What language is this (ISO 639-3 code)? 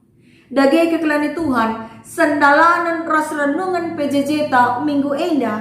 btx